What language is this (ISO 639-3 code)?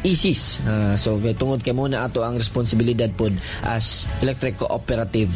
ceb